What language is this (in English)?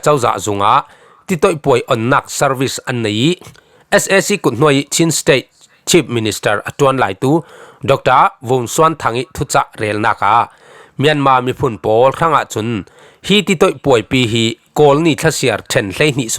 Falam Chin